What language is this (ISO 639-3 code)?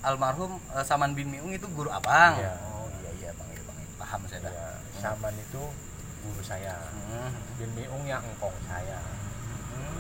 bew